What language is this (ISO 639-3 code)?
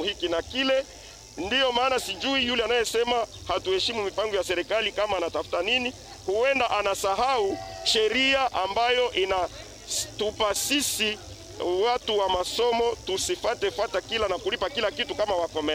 swa